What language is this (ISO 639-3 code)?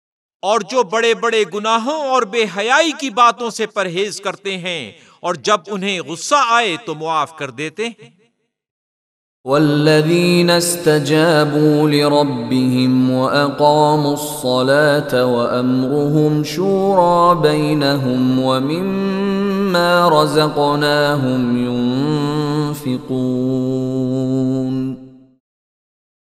urd